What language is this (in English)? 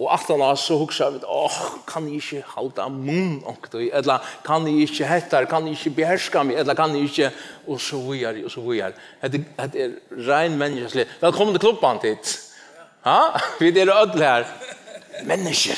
Faroese